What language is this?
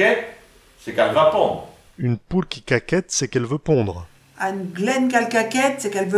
Picard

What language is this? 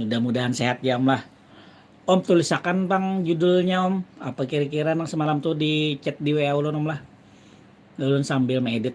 Banjar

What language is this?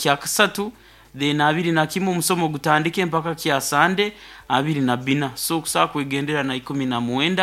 Nyankole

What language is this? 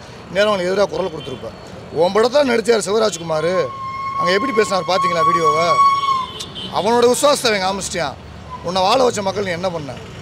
Tamil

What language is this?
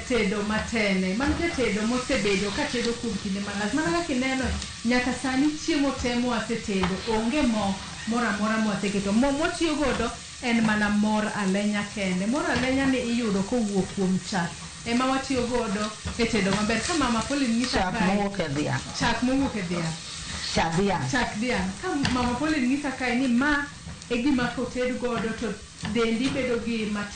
Luo (Kenya and Tanzania)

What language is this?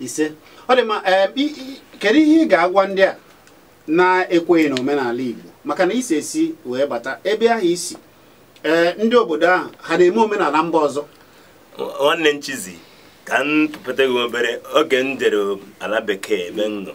Igbo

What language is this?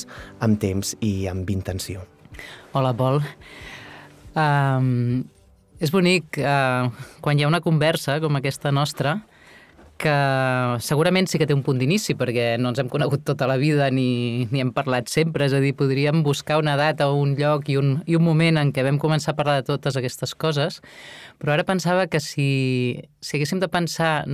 Catalan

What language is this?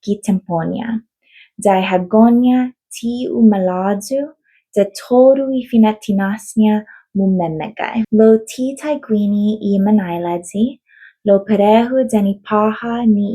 Chamorro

